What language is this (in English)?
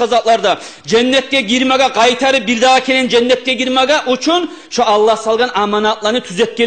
Kumyk